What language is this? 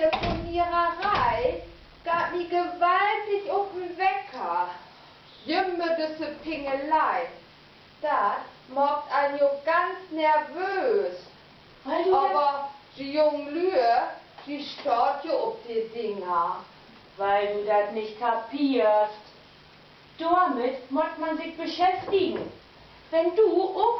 Low German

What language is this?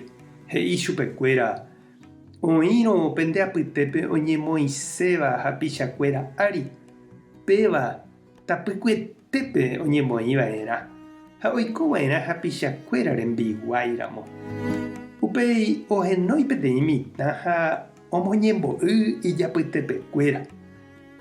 Guarani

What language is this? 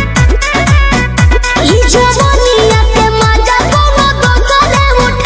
Bhojpuri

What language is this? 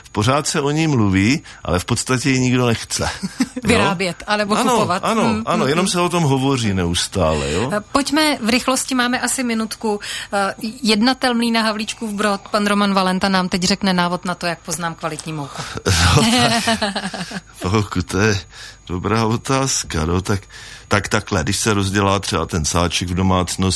Czech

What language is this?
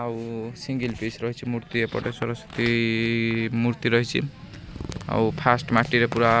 Odia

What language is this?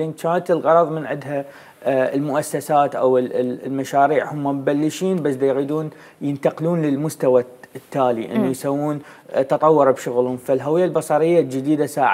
Mesopotamian Arabic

